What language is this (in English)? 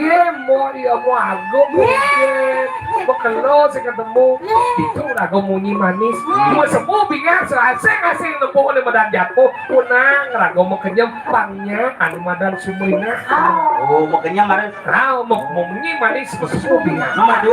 Balinese